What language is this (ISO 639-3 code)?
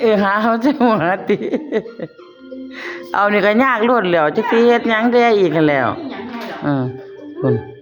lao